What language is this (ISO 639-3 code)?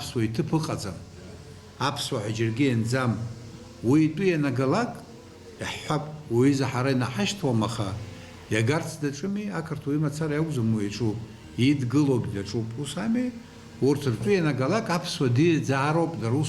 abk